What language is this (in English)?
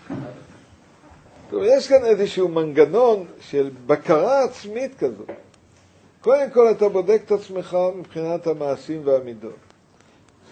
Hebrew